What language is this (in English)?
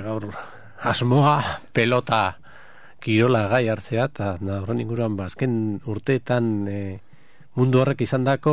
Basque